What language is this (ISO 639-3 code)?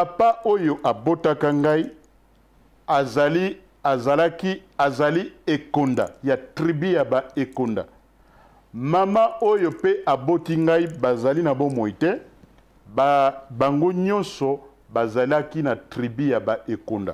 lin